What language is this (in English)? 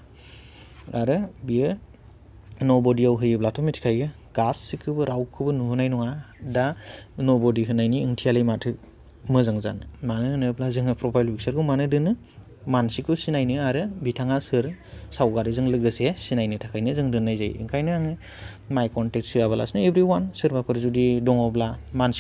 Bodo